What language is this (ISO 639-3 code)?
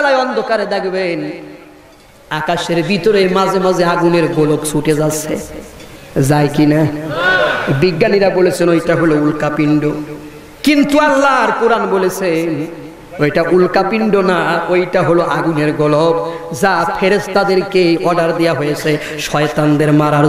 ben